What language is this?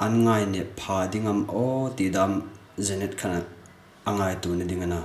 Hmar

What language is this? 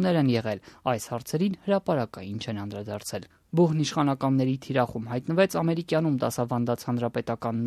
Armenian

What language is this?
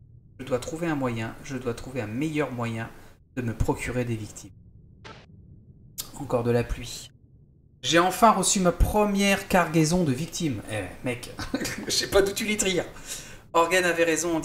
French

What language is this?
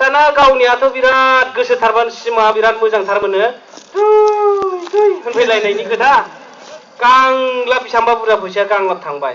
Bodo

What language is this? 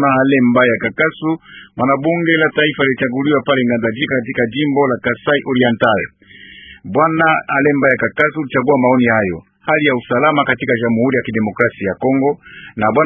Swahili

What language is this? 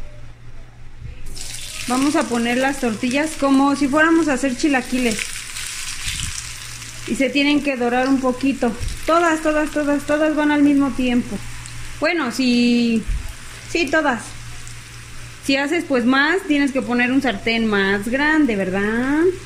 Spanish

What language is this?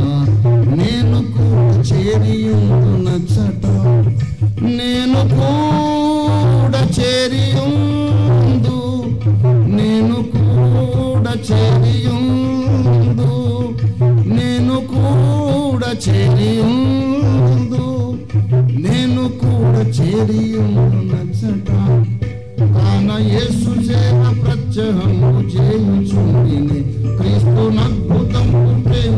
Telugu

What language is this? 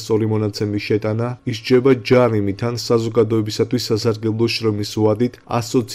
Georgian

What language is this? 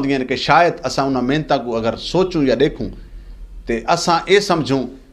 Saraiki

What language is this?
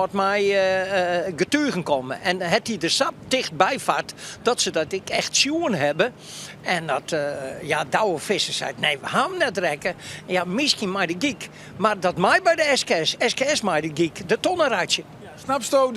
Western Frisian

